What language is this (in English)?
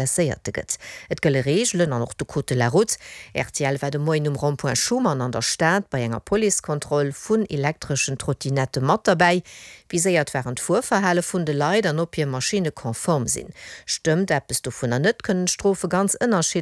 Luxembourgish